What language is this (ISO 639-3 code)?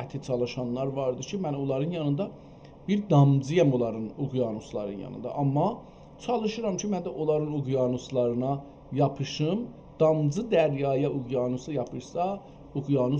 azb